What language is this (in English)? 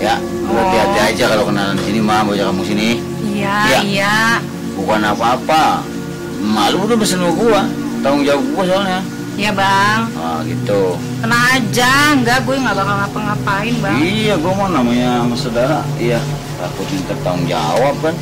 Betawi